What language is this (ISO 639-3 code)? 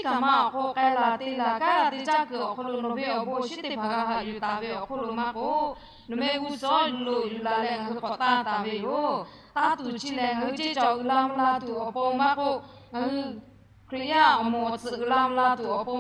lhu